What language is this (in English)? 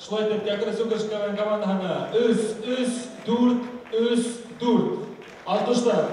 Bashkir